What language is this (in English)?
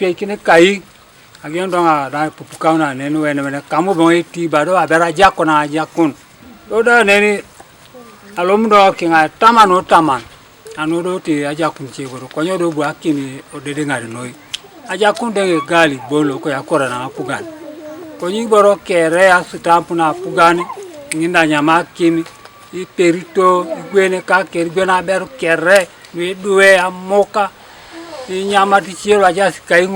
Teso